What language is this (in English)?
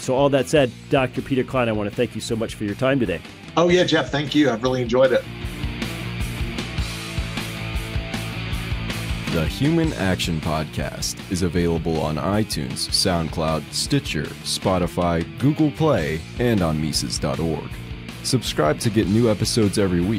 English